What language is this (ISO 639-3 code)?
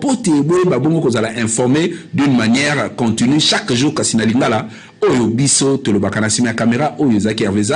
lin